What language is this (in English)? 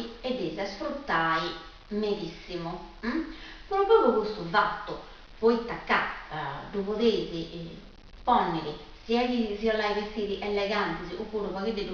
Sardinian